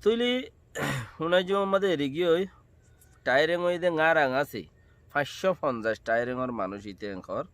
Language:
Rohingya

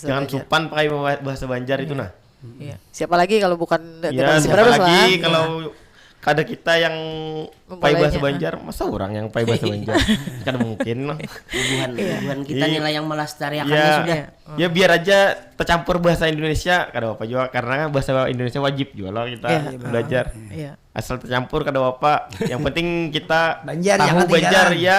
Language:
Banjar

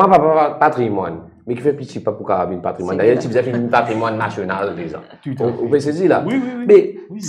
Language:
Morisyen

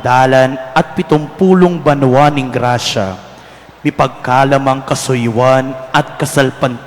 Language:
Pampanga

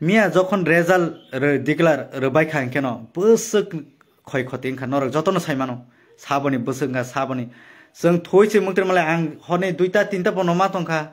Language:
Kok Borok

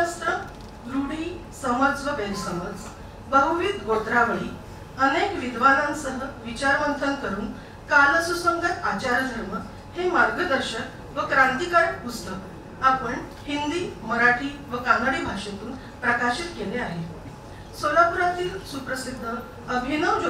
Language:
Marathi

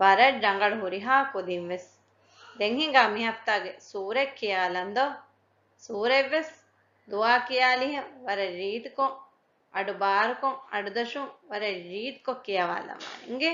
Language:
Divehi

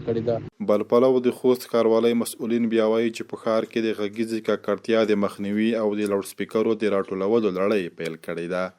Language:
Pashto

